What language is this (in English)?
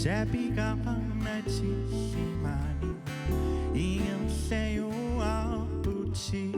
Kalaallisut